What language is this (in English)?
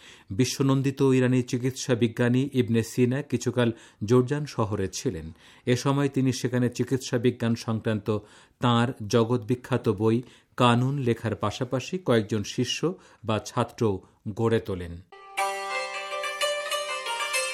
Bangla